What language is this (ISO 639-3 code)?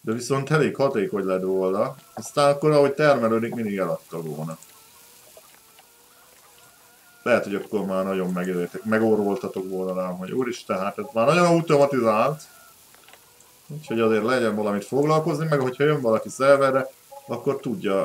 hun